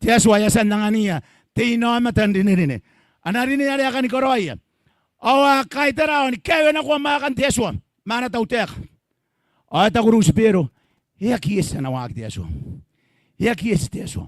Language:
Gilbertese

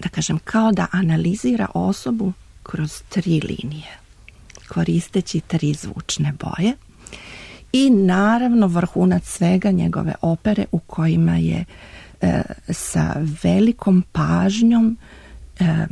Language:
Serbian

